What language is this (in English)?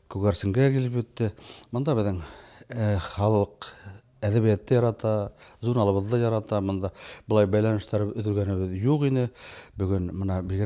Bashkir